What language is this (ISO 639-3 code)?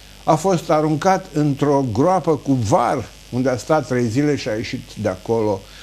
ron